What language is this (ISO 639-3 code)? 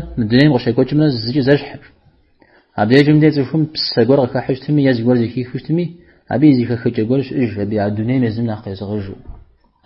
kbd